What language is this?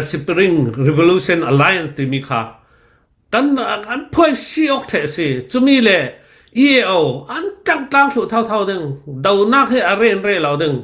Hakha Chin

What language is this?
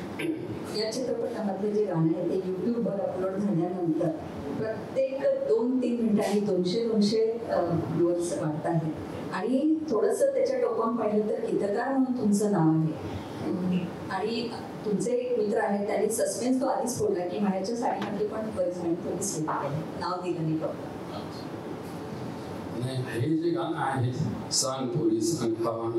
Marathi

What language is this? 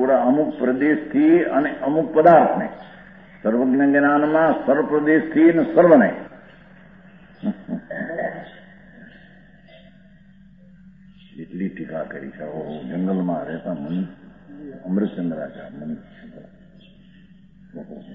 Gujarati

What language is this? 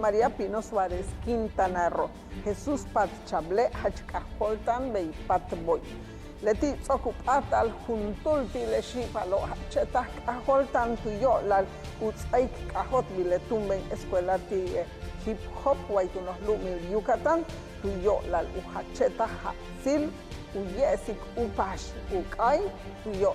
Yucateco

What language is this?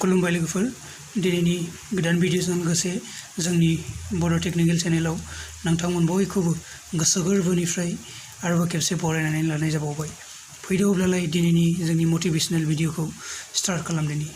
Bodo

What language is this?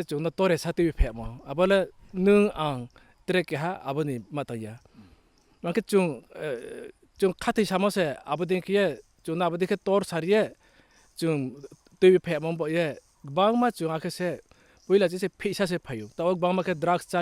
Riang (India)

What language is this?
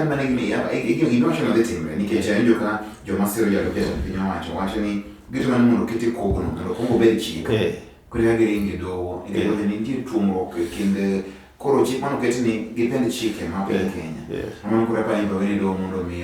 Luo (Kenya and Tanzania)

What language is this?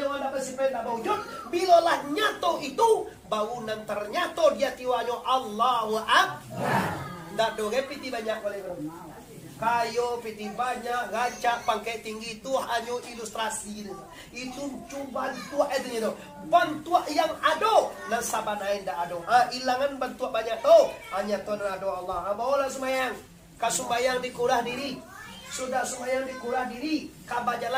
Minangkabau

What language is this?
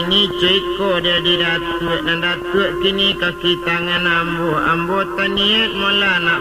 Minangkabau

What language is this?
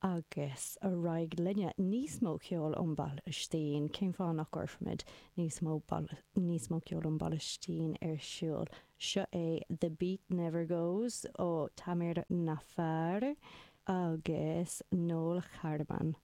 Irish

